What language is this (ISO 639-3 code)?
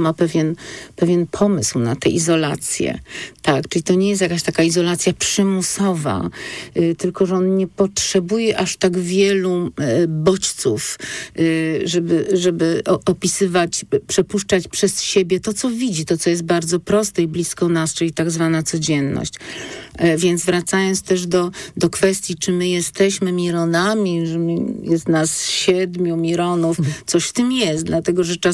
pol